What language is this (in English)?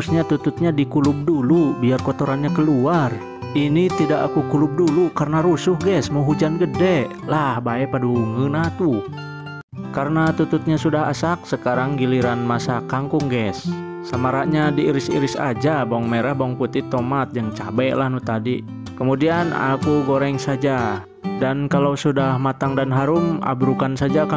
Indonesian